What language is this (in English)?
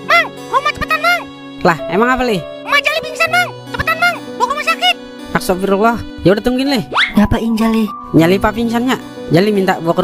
Betawi